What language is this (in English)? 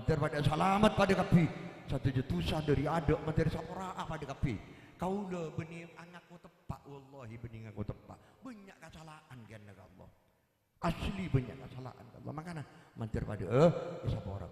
Madurese